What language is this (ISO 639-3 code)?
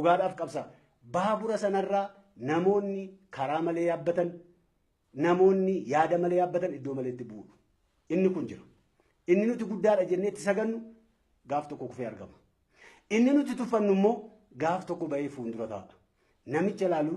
orm